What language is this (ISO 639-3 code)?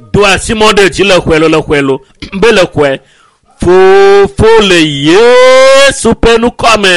ewe